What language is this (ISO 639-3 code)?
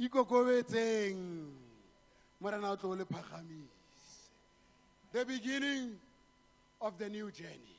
tsn